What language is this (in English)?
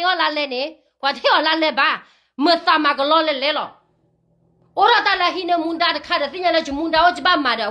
S'gaw Karen